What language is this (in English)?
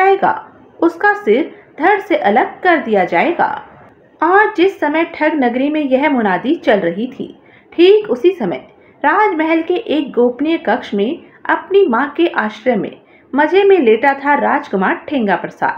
Hindi